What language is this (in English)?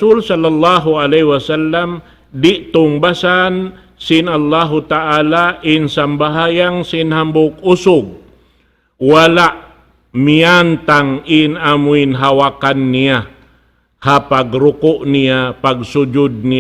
Tausug